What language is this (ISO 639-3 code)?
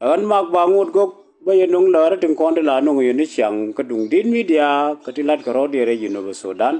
nus